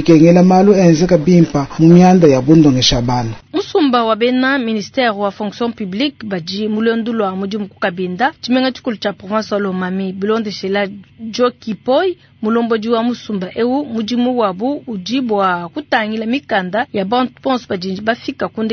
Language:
Luba-Lulua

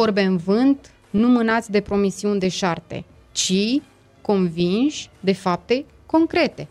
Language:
Romanian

